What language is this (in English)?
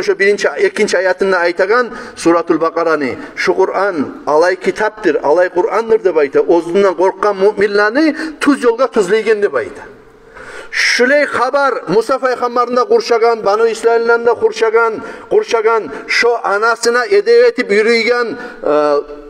Kumyk